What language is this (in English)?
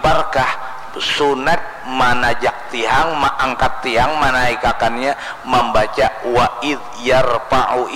Banjar